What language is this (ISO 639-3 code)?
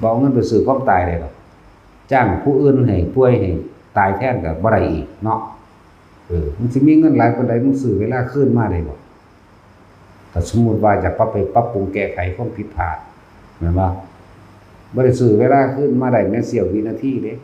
tts